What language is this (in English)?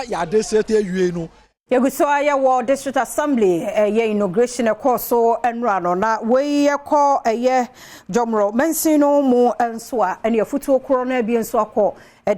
Akan